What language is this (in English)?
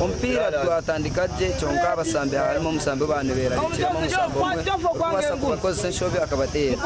Nyankole